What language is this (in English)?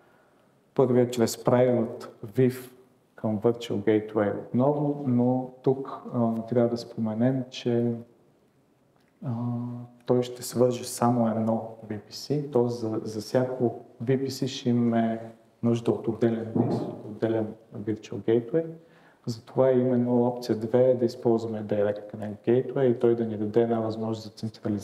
Bulgarian